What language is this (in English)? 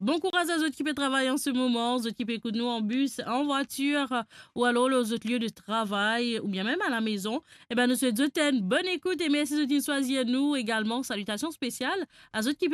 Morisyen